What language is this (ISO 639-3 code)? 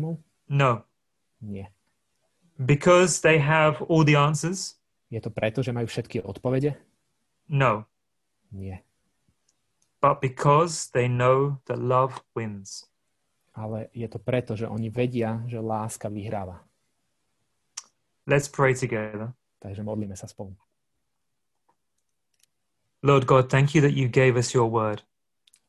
slk